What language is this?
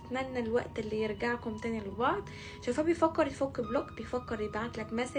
Egyptian Arabic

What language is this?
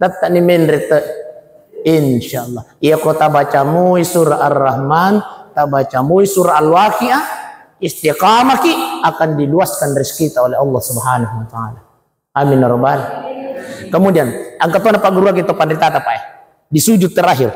Buginese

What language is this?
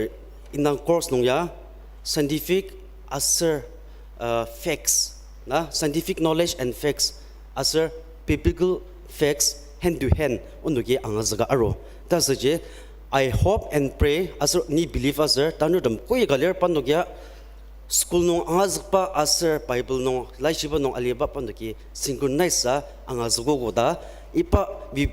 Ao Naga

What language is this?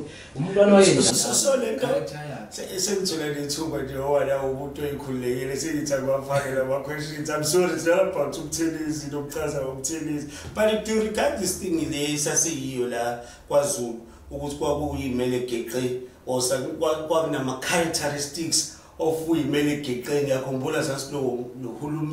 Zulu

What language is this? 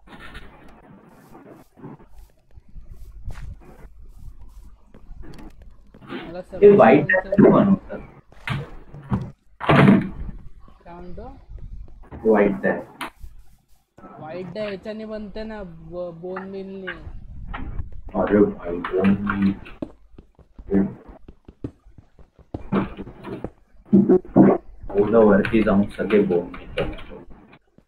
Marathi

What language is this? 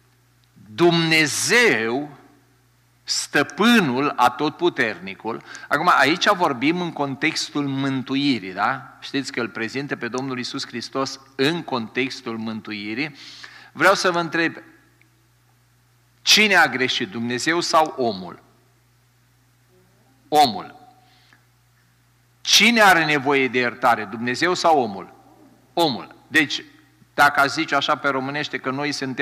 Romanian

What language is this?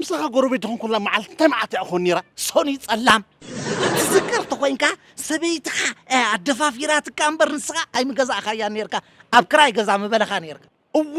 Tigrinya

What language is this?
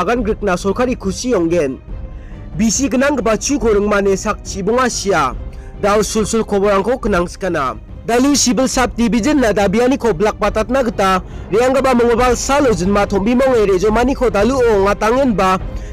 Garo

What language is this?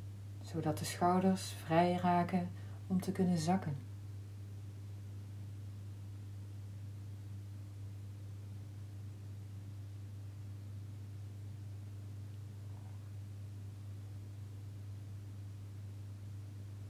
Dutch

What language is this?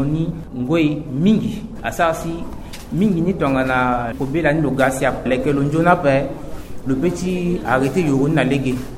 Sango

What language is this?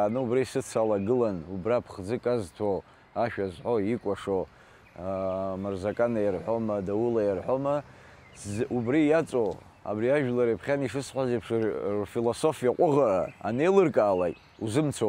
Abkhazian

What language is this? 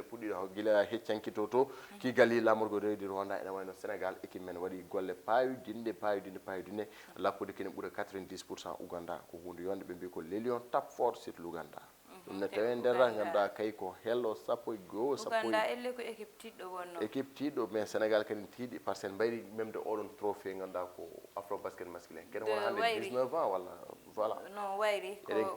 Fula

